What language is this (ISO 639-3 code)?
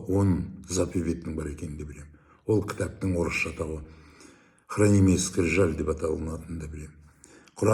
kaz